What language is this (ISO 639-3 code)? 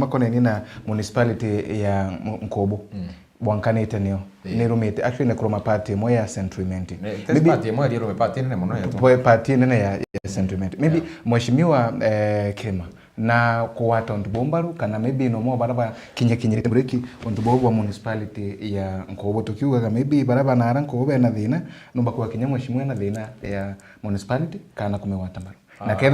mer